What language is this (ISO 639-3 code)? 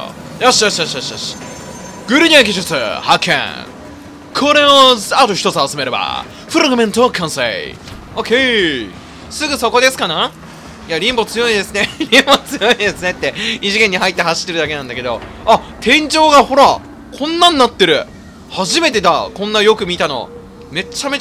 jpn